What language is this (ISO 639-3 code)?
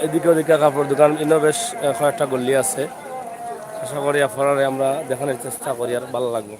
syl